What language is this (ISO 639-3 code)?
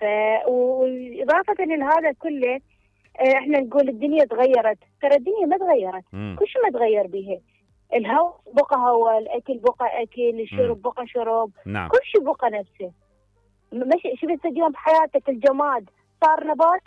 acm